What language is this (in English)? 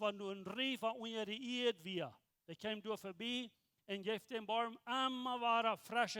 Plautdietsch